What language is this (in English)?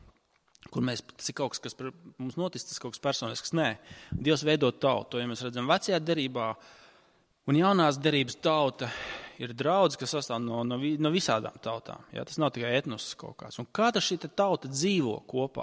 Latvian